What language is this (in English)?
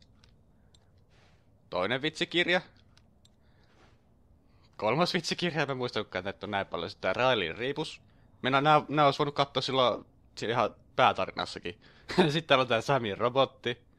Finnish